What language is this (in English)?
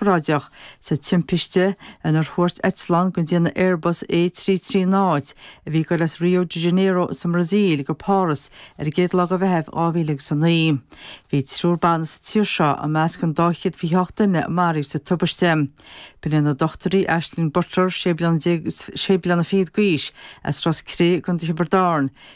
Irish